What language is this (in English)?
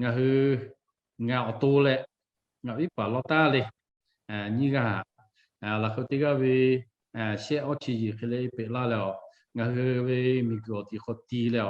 Lahu